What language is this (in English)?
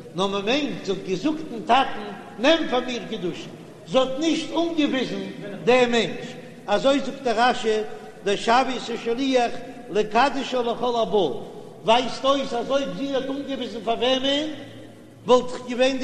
Yiddish